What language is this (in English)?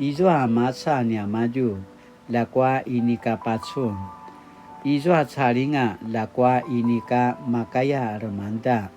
Paiwan